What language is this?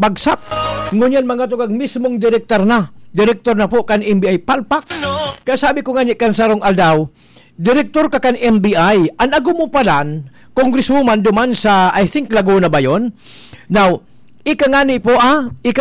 Bikol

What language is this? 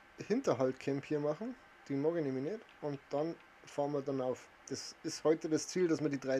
Bavarian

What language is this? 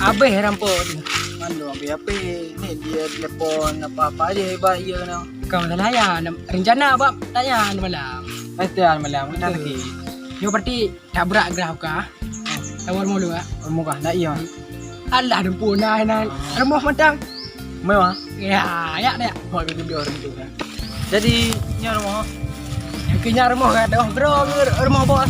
Achinese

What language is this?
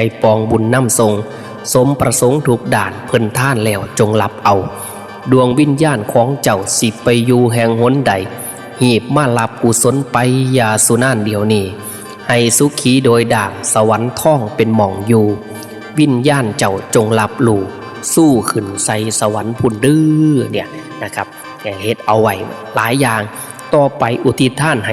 Northeastern Thai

